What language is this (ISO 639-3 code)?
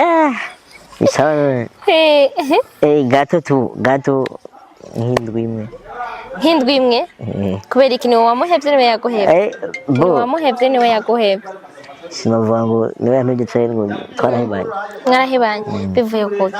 run